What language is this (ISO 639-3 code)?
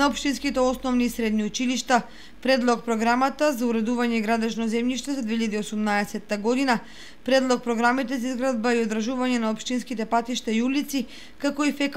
mkd